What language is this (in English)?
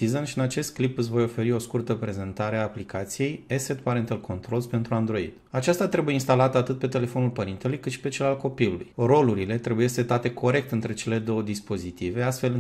Romanian